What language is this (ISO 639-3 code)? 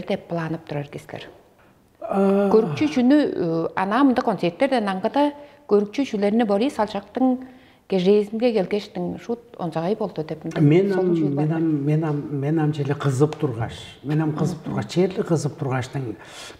tyv